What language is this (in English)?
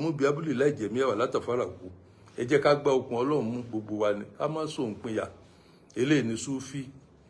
Yoruba